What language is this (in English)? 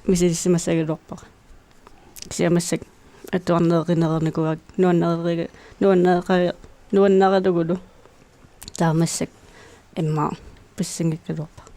Kalaallisut